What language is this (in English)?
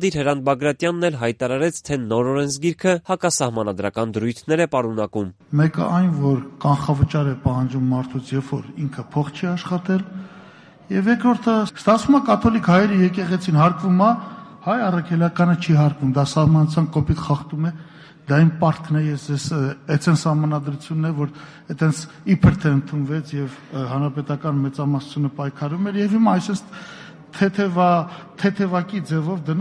Armenian